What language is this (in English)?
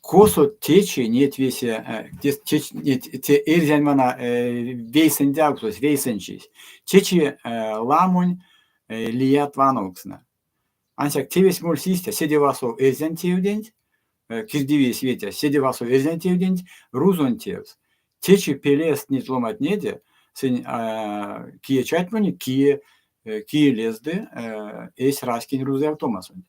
Erzya